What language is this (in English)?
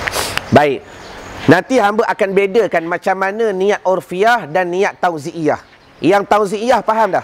Malay